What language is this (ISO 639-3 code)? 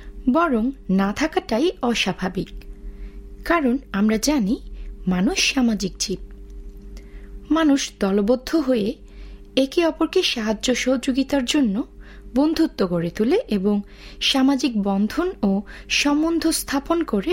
ben